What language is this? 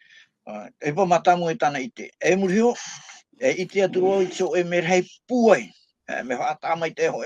Tahitian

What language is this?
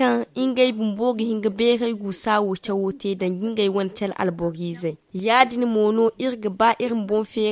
Zarma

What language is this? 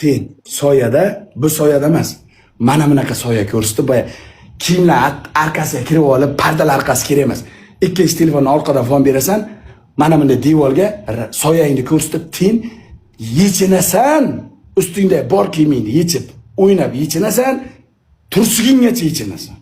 Uzbek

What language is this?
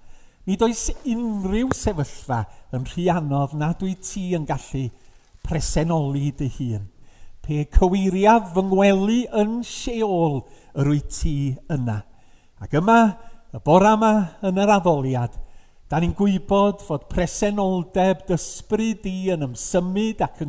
Welsh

